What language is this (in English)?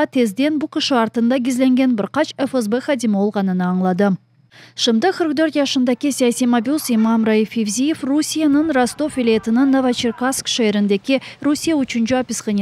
Crimean Tatar